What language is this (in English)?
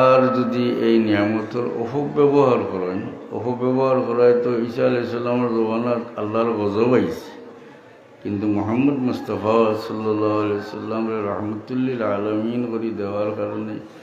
Sylheti